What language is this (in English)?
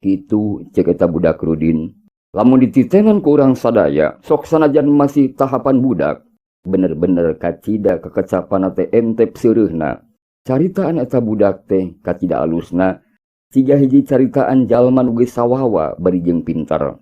Sundanese